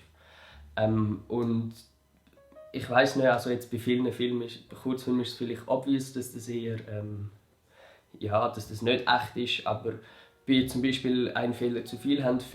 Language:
Swiss German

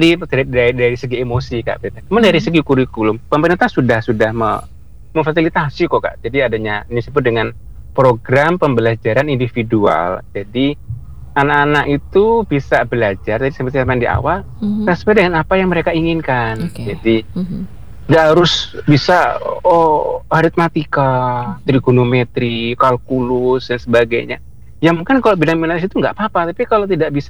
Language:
Indonesian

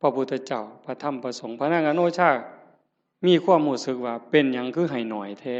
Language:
Northeastern Thai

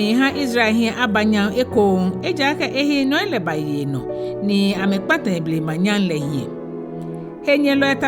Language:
Ga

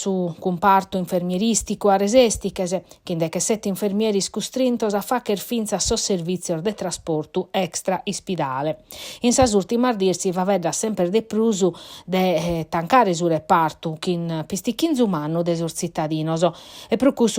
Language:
Sardinian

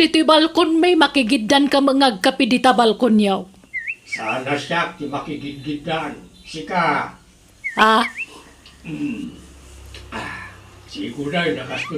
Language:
Iloko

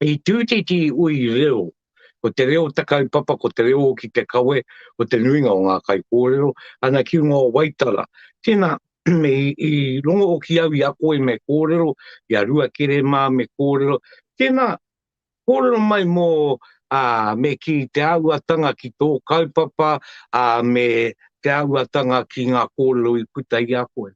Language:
Māori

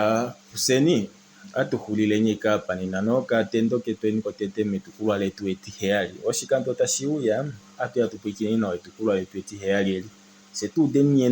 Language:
Kuanyama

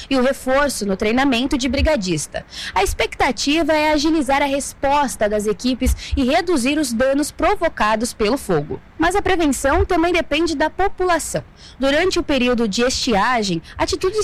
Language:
Portuguese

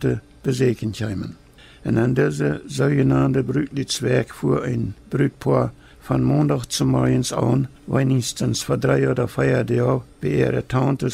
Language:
Plautdietsch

